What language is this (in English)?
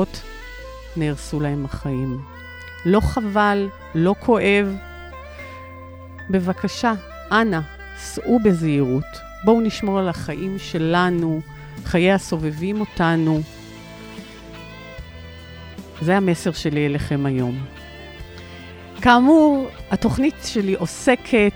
Hebrew